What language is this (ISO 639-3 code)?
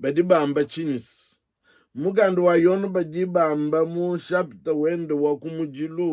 lua